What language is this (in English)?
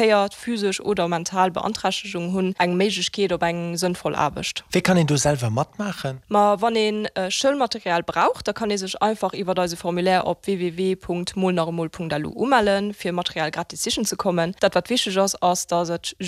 Luxembourgish